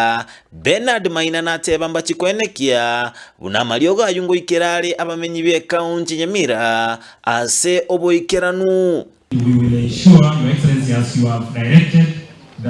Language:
Gusii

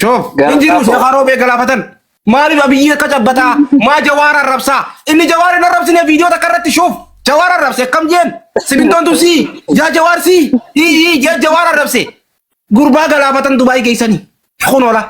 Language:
Oromo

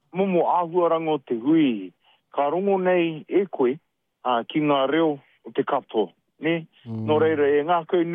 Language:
Māori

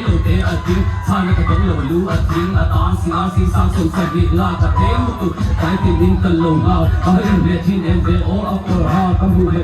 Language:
Hmar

